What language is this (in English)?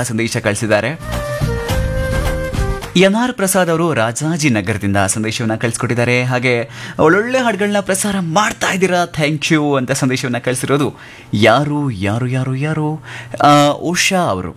Kannada